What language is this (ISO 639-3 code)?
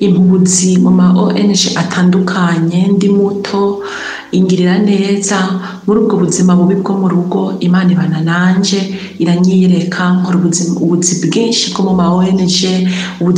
run